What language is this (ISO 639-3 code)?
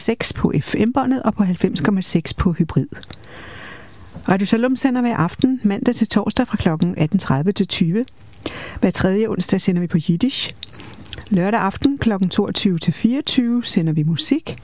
dan